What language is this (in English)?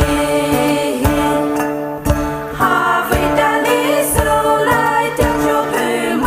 Poumei Naga